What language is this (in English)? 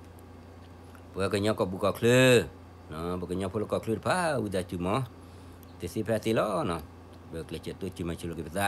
S'gaw Karen